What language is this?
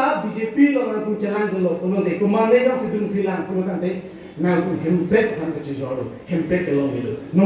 Karbi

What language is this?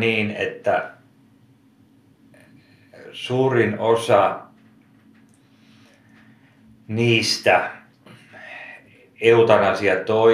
Finnish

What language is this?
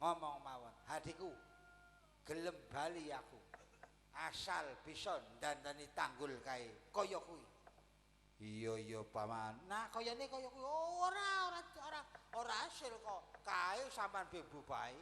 Javanese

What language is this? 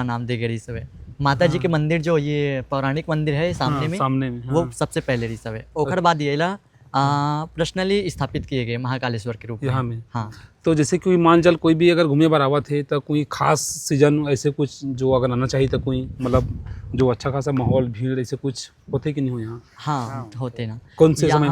Chhattisgarhi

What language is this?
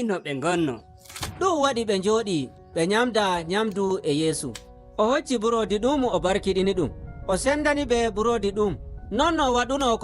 Nigerian Fulfulde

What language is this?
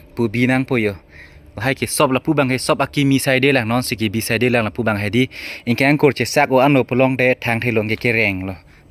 Karbi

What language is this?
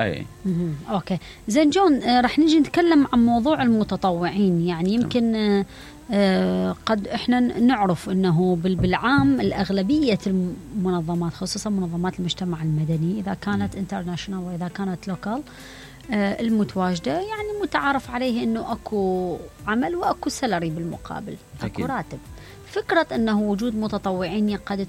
Mesopotamian Arabic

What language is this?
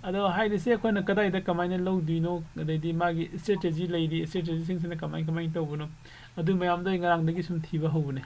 Manipuri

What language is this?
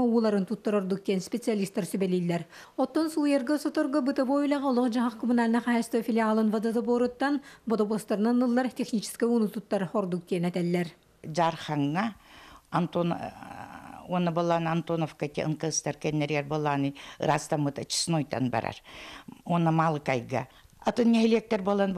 Yakut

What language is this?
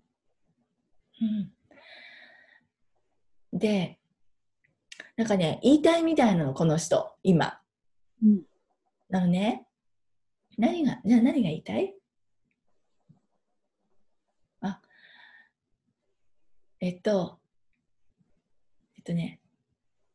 Japanese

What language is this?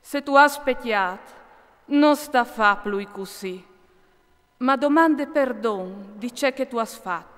Friulian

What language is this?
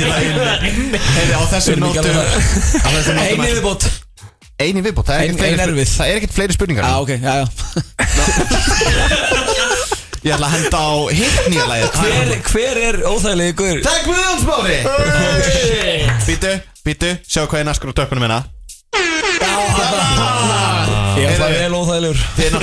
Icelandic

